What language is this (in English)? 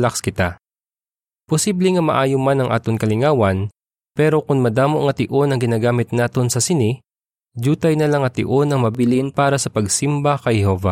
Hiligaynon